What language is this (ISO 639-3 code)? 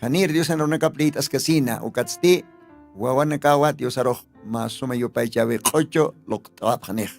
aym